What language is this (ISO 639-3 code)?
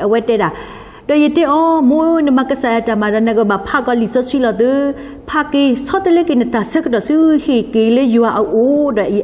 ksw